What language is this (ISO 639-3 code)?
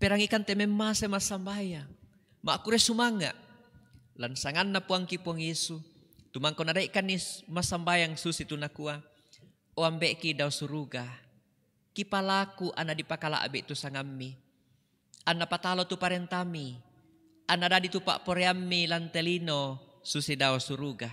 sda